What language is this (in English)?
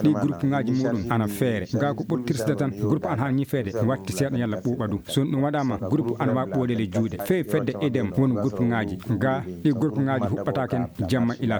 Fula